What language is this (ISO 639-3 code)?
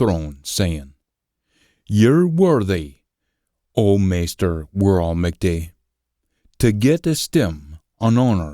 sco